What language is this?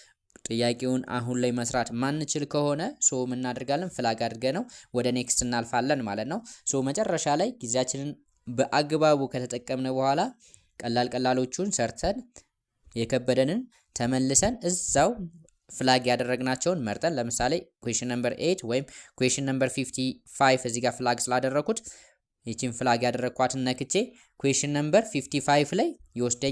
Amharic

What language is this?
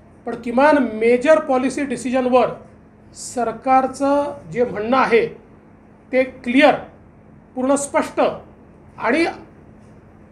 Marathi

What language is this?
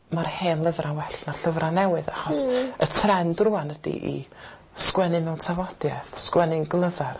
Welsh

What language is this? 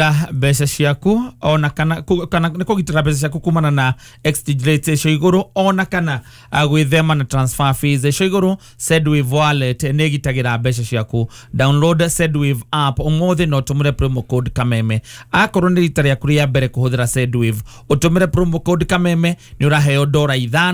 Kikuyu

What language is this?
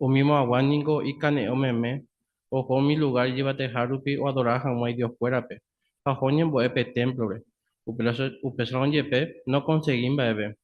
Guarani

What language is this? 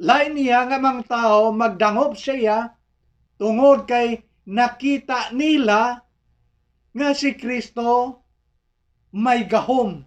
Hiligaynon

